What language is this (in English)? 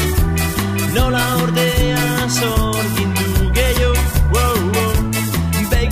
Basque